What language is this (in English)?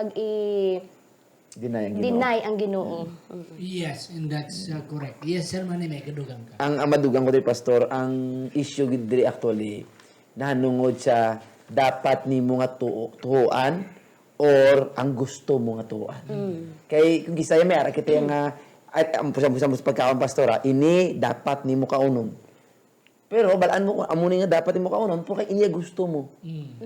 Hiligaynon